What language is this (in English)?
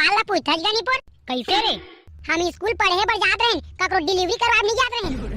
Chhattisgarhi